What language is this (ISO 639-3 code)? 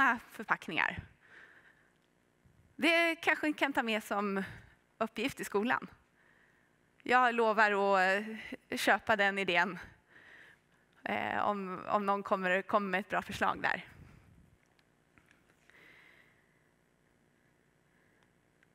swe